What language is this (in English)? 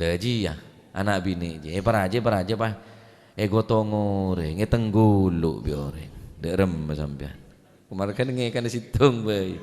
Madurese